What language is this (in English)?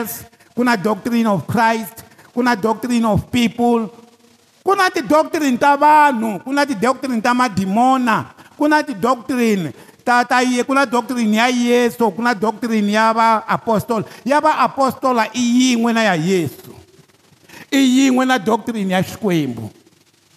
Tsonga